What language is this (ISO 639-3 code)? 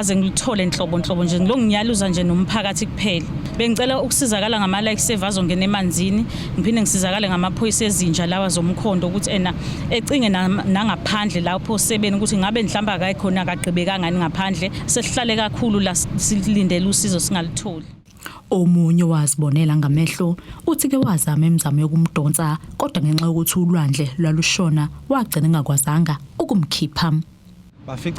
zul